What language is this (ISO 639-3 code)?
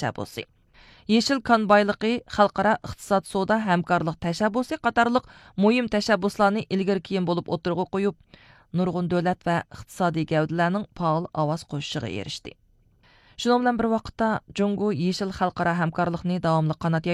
uig